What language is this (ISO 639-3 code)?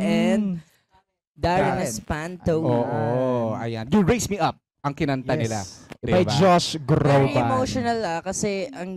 fil